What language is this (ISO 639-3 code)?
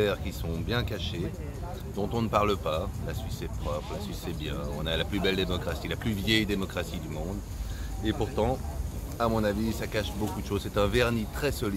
fra